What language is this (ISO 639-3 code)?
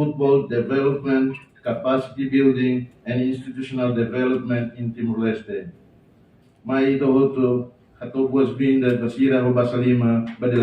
tet